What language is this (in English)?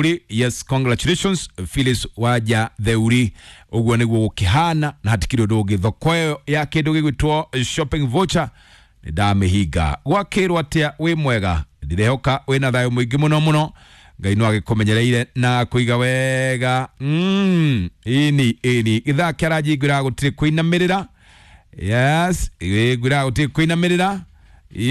Kikuyu